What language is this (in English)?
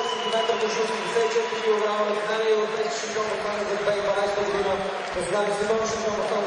Bulgarian